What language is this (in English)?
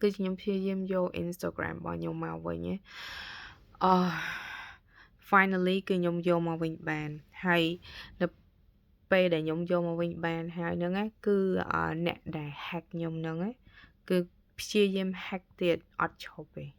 Khmer